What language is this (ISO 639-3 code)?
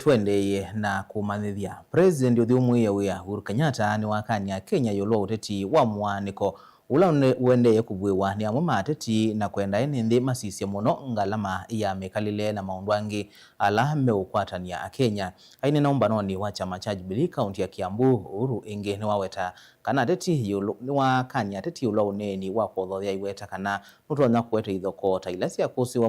kam